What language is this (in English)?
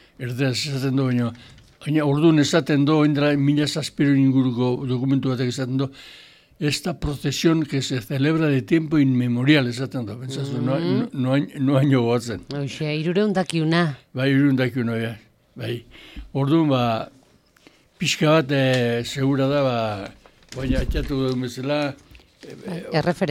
Basque